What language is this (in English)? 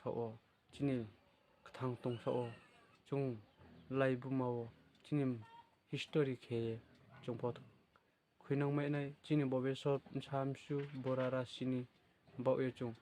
Riang (India)